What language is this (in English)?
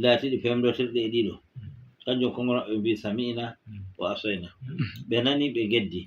Fula